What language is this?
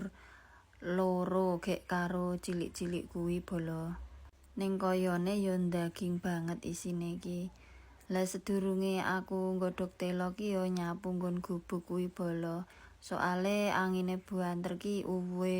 Javanese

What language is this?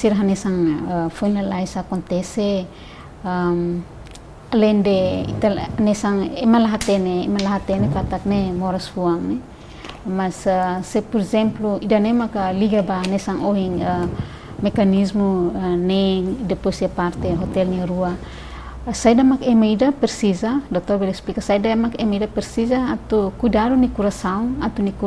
Tetum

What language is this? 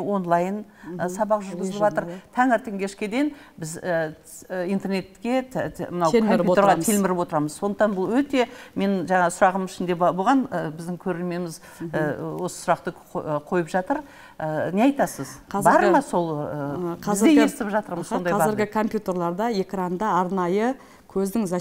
Kazakh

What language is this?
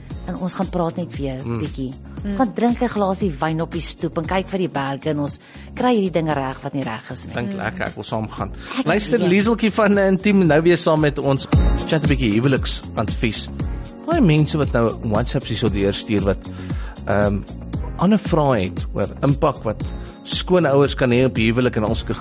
Afrikaans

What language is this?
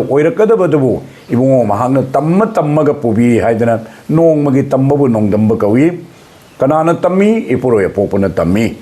Manipuri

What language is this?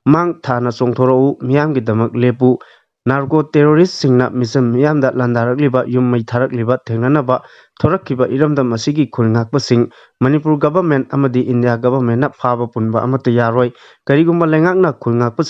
Manipuri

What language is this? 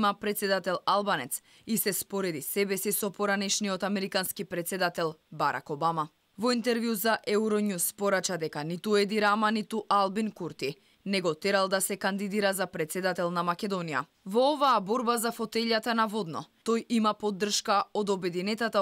Macedonian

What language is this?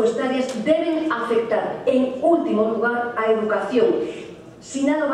Galician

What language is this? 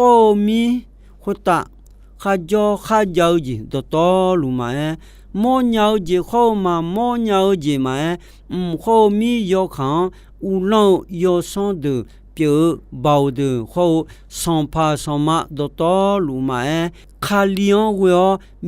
Akha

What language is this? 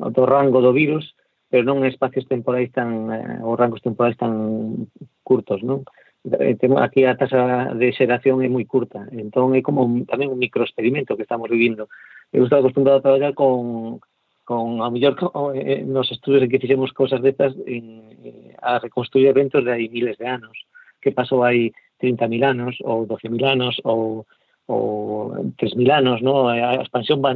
Galician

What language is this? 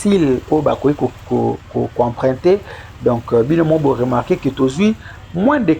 Lingala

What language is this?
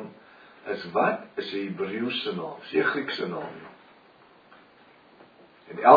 Afrikaans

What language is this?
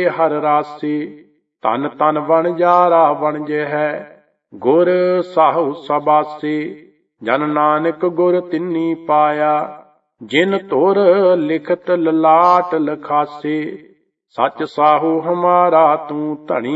Punjabi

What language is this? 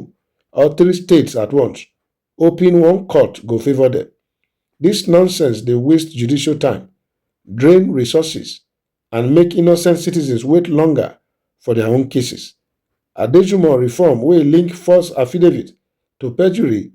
Nigerian Pidgin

